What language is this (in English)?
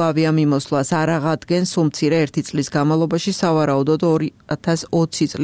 Georgian